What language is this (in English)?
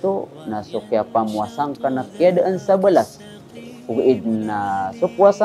Maranao